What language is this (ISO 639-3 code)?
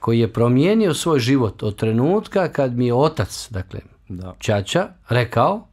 bos